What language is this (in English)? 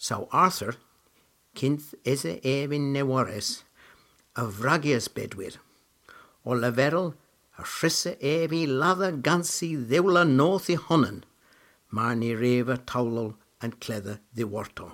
Cornish